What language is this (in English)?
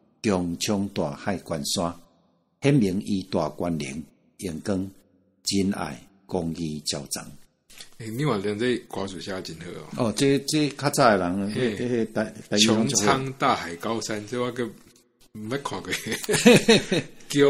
Min Nan Chinese